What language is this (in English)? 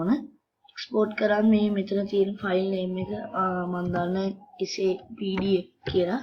Sinhala